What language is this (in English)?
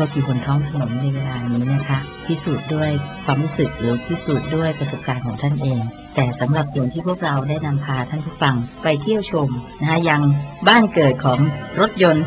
Thai